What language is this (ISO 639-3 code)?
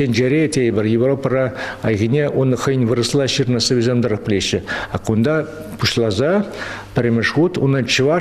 chv